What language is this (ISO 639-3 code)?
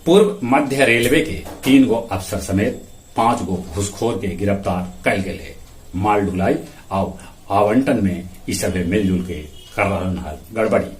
mag